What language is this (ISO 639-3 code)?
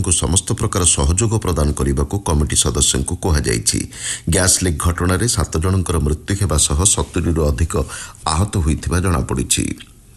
ori